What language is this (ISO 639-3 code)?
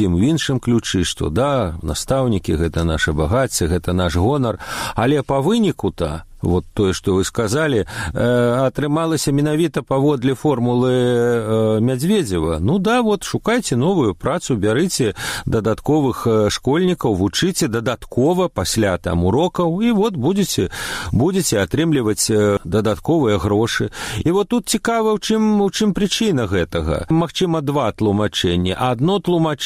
bel